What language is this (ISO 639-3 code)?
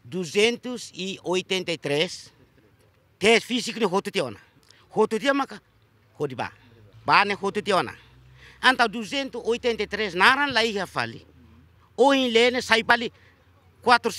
tet